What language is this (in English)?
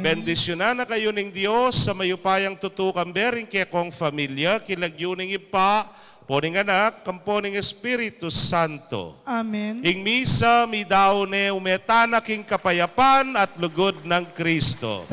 Pampanga